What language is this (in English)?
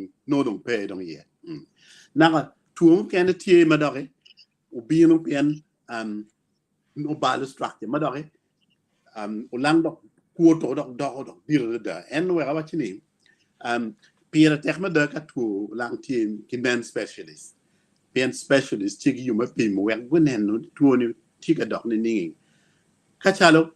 Acoli